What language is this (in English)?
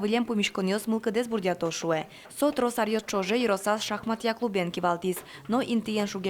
Udmurt